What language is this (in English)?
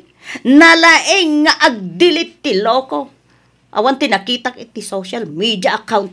Iloko